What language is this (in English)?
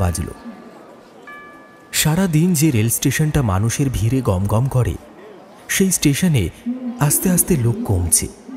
Bangla